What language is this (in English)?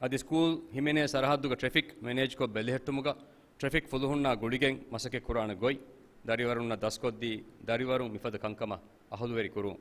Divehi